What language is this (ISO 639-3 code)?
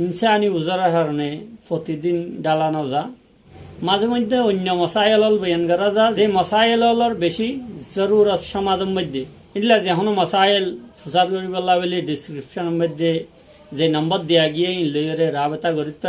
rhg